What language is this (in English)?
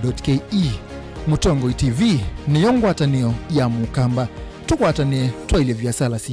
Kamba